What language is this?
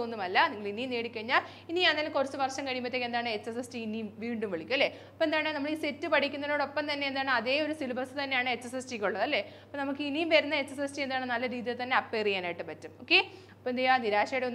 Malayalam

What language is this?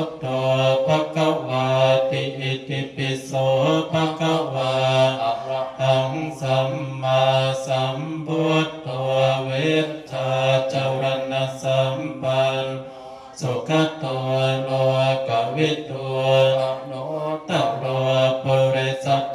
Pali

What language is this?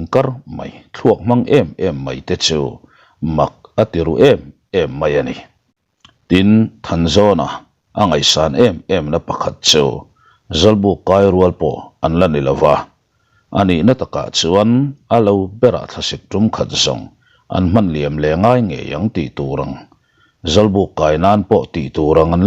Mizo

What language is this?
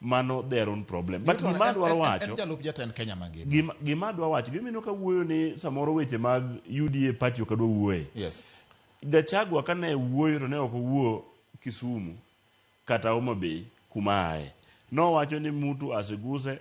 Luo (Kenya and Tanzania)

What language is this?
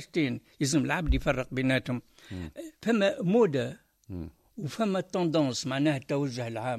Tunisian Arabic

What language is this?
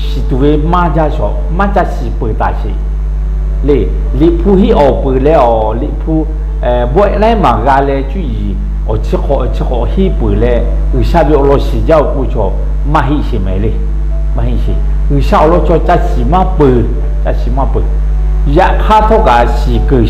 Lahu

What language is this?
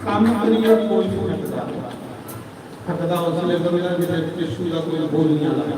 Dogri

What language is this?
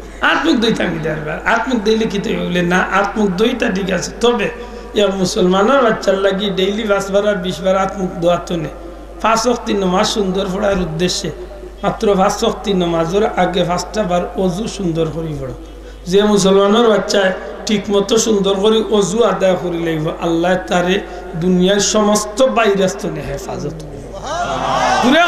Sylheti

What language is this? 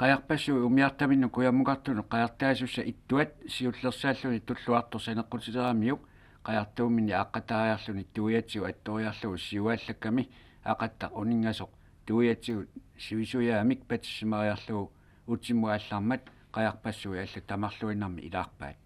Kalaallisut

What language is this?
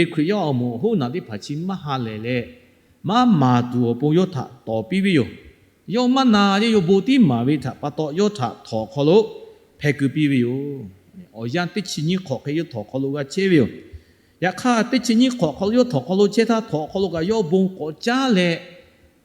Lahu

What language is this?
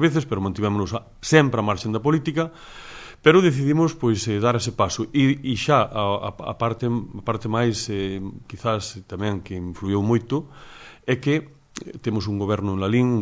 Galician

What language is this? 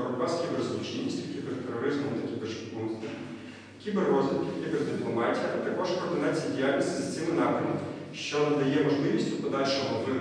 Ukrainian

